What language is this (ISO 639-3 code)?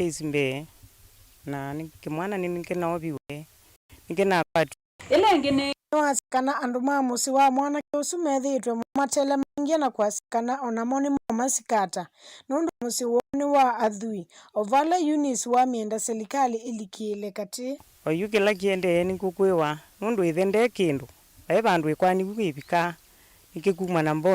kam